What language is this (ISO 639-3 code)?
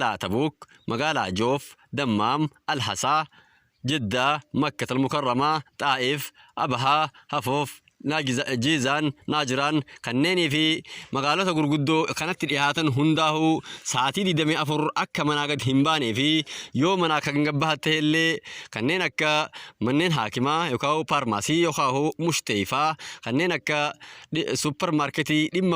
orm